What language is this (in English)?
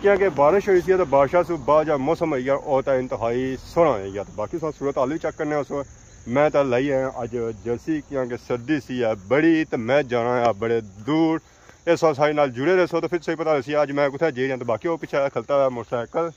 Pahari-Potwari